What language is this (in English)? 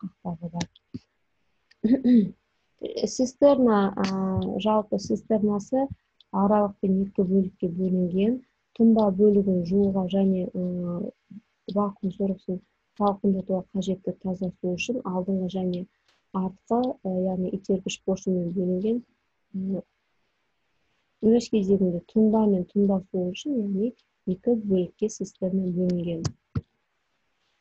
Kazakh